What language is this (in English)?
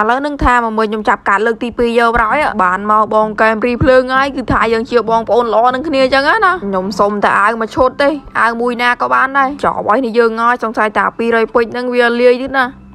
Khmer